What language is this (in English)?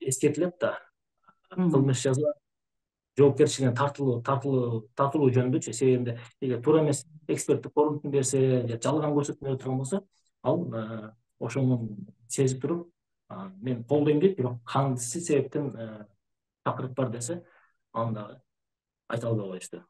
Kyrgyz